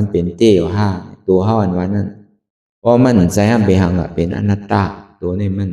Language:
Shan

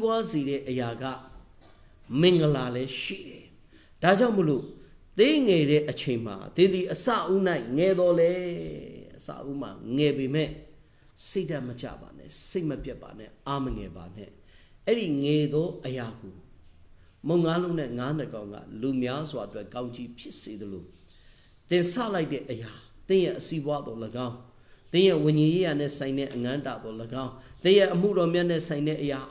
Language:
Burmese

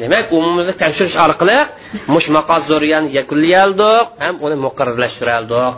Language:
Uyghur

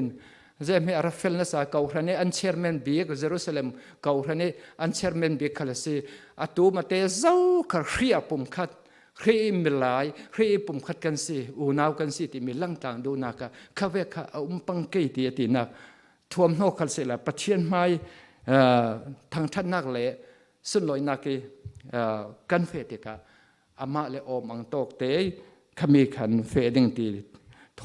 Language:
Falam Chin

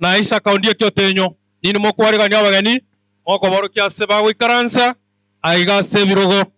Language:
Gusii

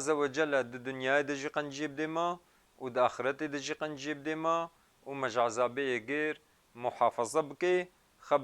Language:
Kurdish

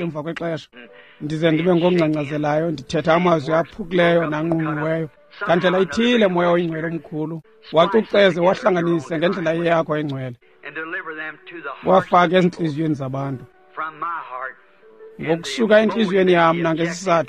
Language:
Xhosa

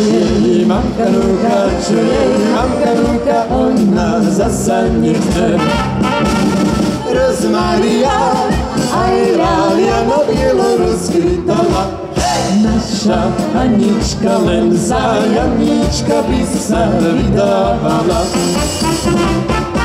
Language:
Slovak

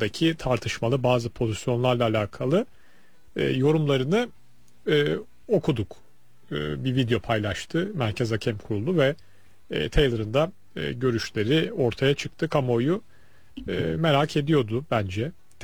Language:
Turkish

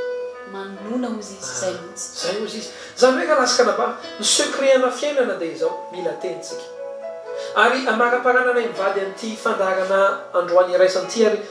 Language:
Malagasy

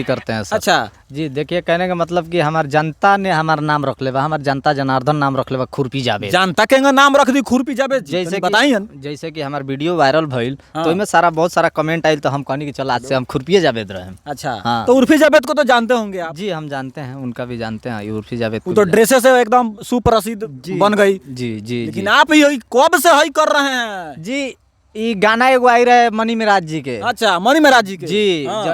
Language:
Bhojpuri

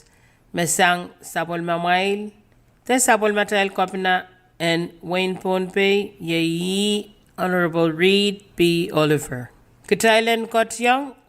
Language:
Pohnpeian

